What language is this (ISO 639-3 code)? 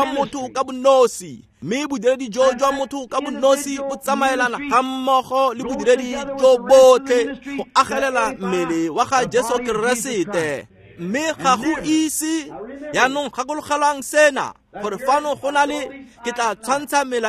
tsn